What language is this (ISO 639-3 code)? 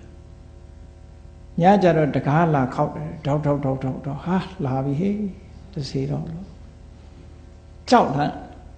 mya